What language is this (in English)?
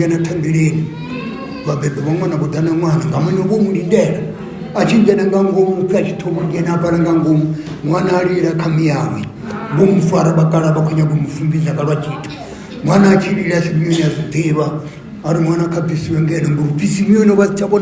Venda